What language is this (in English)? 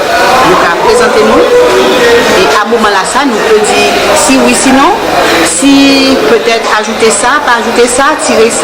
Guadeloupean Creole French